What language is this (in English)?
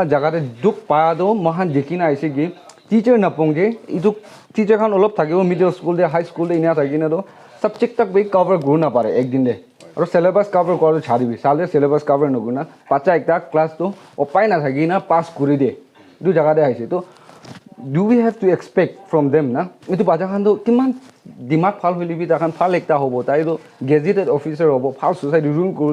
Naga Pidgin